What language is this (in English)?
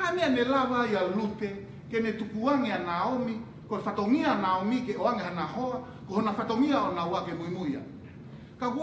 Tongan